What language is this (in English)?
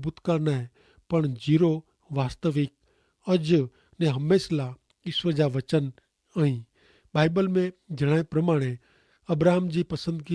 Kachhi